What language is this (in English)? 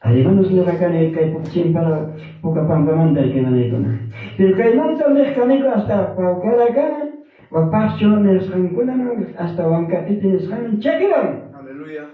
Ayacucho Quechua